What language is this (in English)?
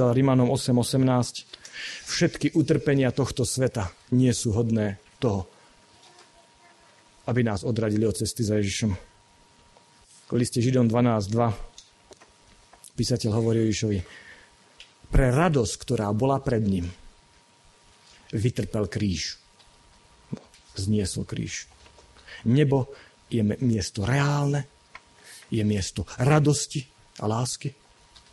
Slovak